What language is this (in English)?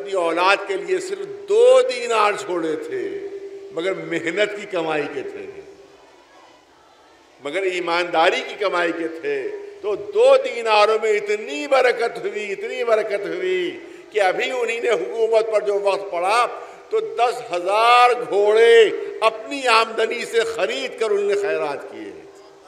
Urdu